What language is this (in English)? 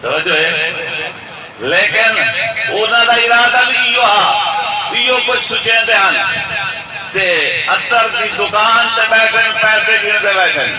Saraiki